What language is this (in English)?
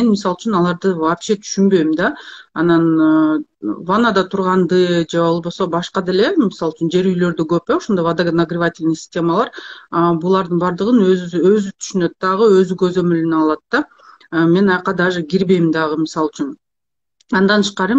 Kyrgyz